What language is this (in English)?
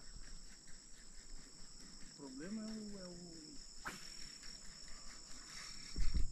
Portuguese